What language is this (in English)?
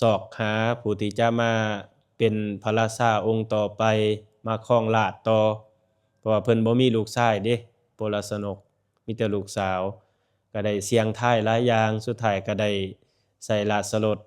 Lao